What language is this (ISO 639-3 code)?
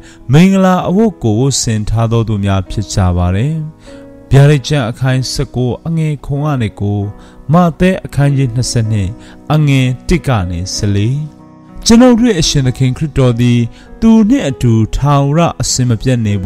mya